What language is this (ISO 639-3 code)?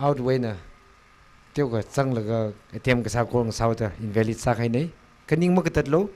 nmf